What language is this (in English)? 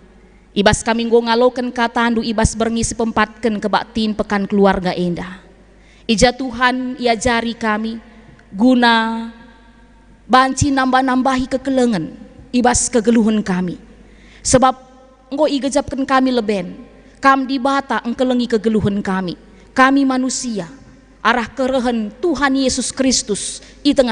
Batak Karo